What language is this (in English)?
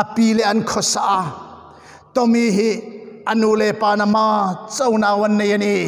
Hmar